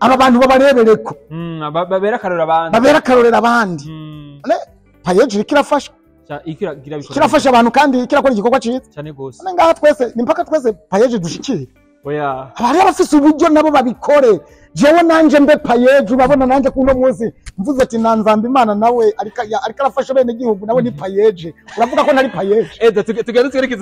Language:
Rundi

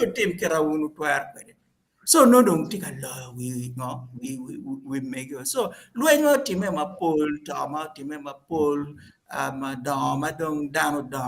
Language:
Acoli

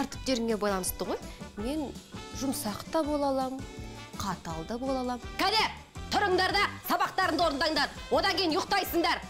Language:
Kazakh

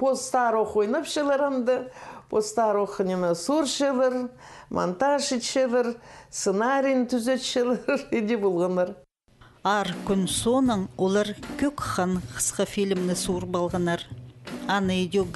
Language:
Khakas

